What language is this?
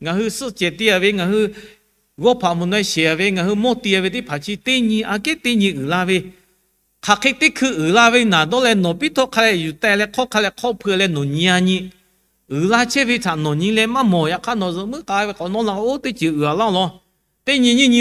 Lahu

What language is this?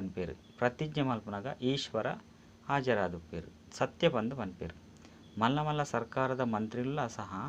Tulu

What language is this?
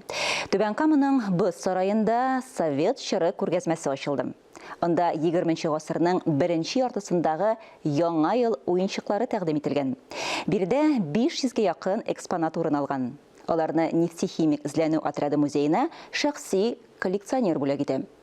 Tatar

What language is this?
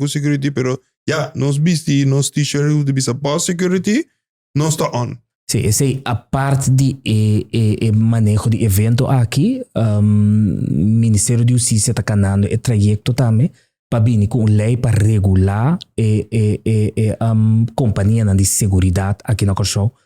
Papiamento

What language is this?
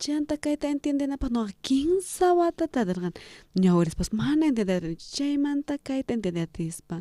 South Bolivian Quechua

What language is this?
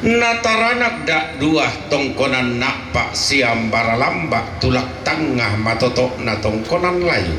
Toraja-Sa'dan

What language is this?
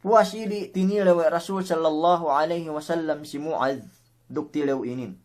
Yakan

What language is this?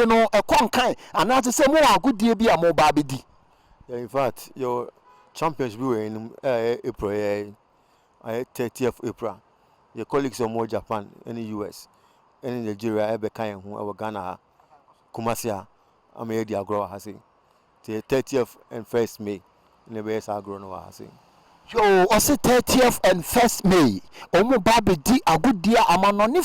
Akan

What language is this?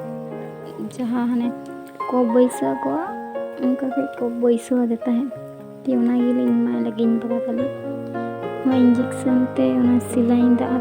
Santali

